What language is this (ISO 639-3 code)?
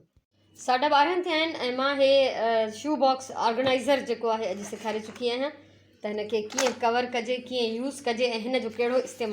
snd